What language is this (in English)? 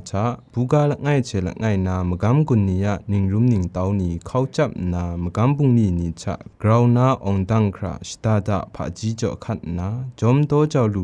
Kachin